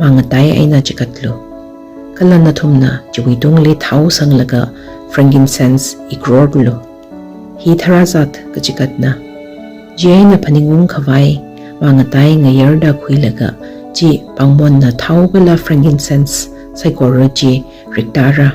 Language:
Tangkhul Naga (India)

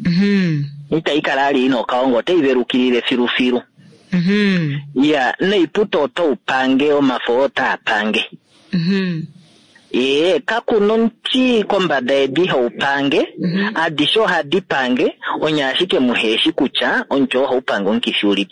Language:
Kuanyama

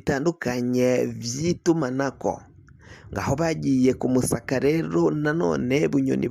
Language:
Rundi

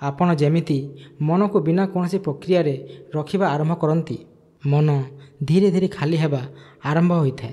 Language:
Odia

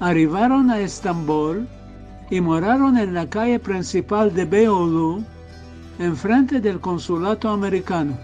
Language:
Ladino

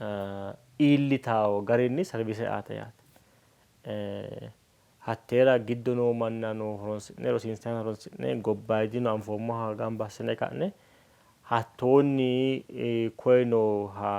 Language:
Sidamo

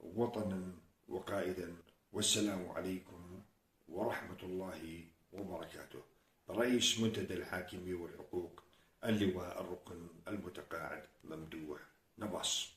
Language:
North Levantine Arabic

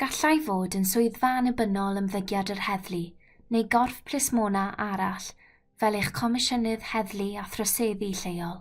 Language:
Welsh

